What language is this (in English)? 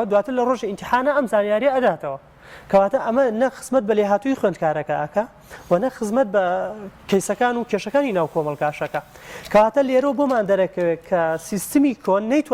Central Kurdish